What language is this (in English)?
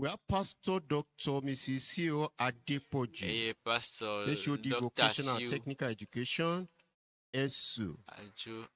Ewe